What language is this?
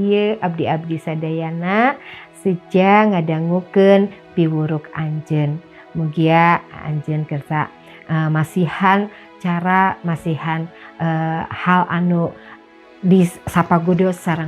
Sundanese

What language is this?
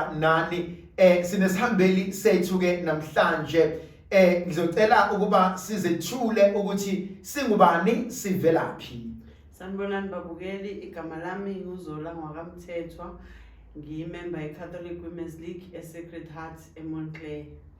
Zulu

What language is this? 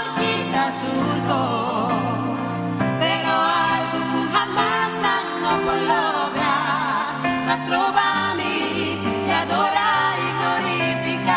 Papiamento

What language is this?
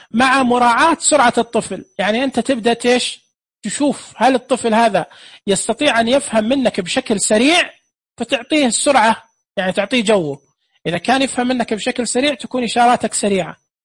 Najdi Arabic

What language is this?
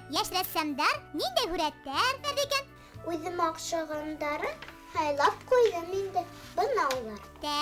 Bashkir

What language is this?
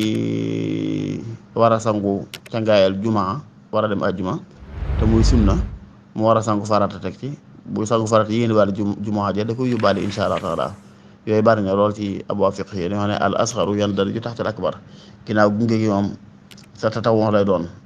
Wolof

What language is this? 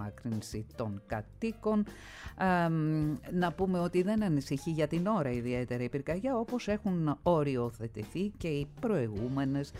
Greek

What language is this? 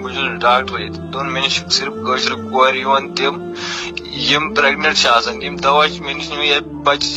Kashmiri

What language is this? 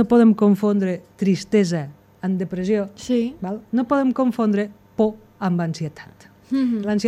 Catalan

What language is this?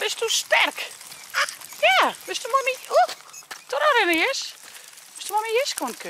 Western Frisian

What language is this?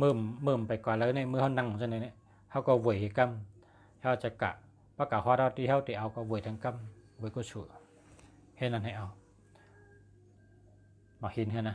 Shan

